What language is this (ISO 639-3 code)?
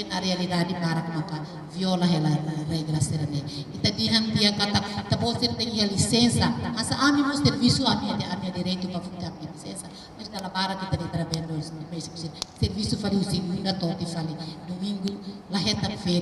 tet